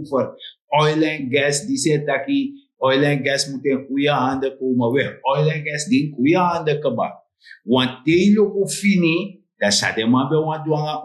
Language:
Sranan Tongo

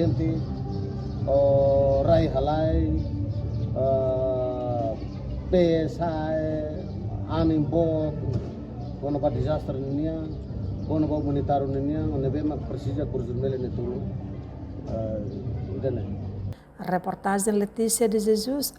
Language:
Tetum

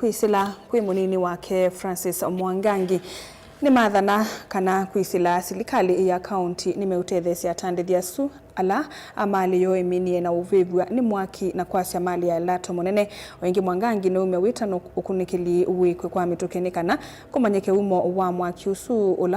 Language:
Kamba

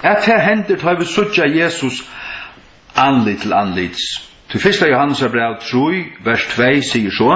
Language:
Faroese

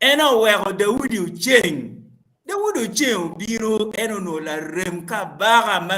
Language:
Acoli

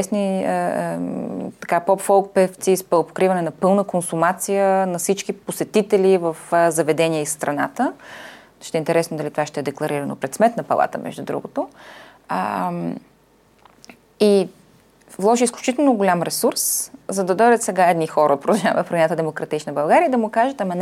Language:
Bulgarian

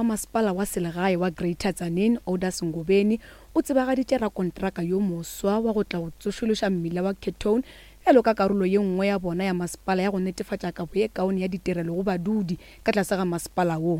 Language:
Northern Sotho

